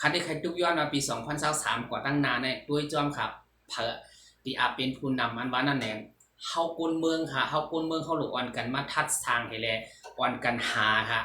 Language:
Shan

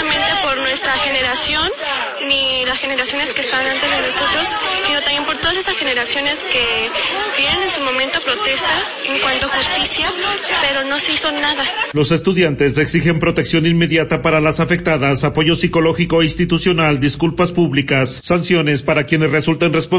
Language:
Spanish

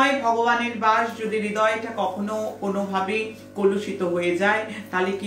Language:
Bangla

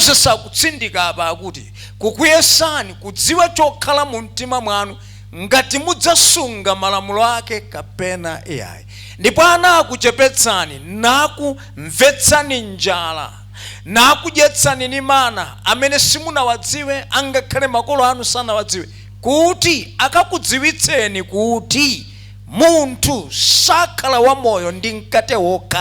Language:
Nyanja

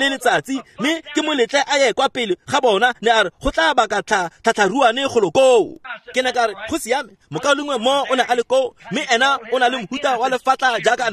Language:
Tswana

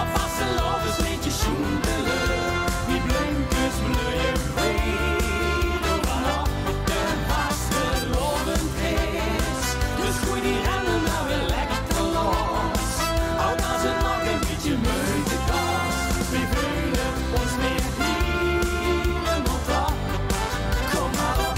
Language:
Limburgish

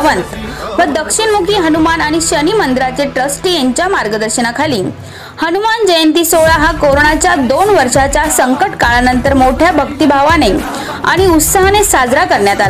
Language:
Marathi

